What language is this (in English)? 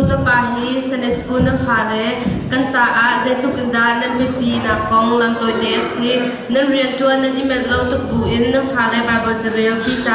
Hakha Chin